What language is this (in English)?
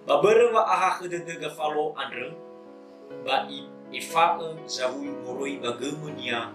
Nias